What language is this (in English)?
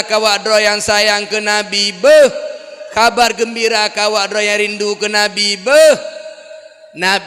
Achinese